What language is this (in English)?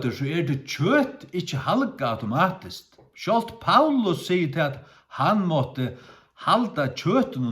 Faroese